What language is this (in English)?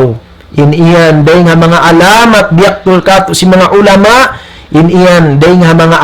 Tausug